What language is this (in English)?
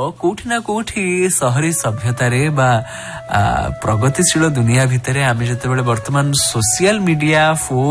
Odia